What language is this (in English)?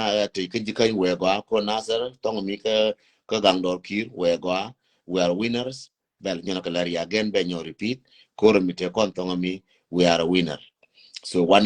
Nuer